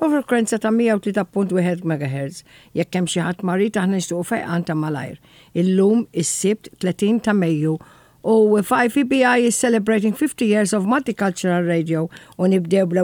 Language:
Maltese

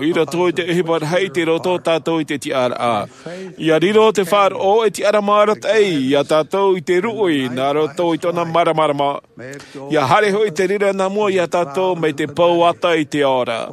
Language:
Tahitian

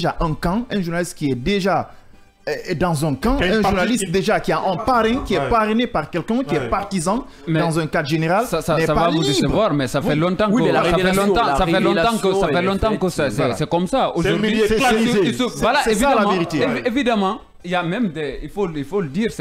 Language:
French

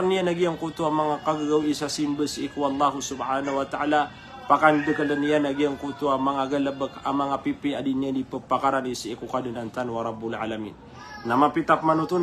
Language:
Maranao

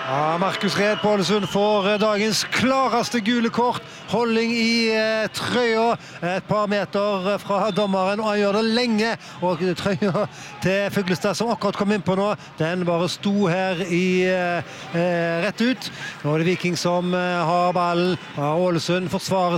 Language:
Norwegian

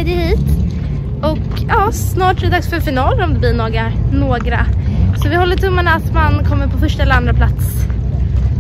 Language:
Swedish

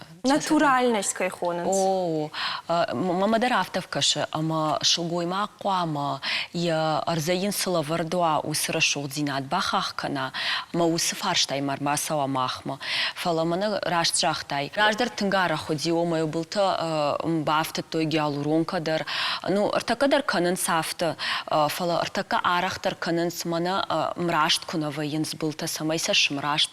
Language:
Ossetic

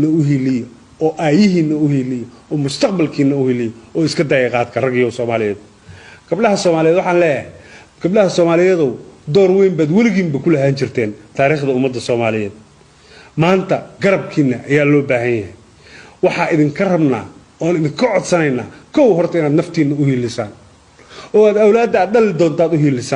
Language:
Somali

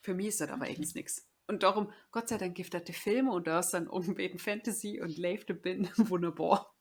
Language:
Low German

